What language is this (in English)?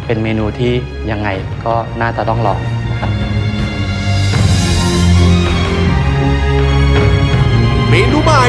Thai